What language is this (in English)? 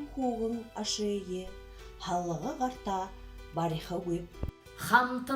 Buriat